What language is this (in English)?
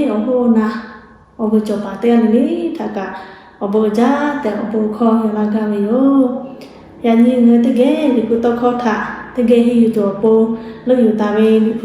Lahu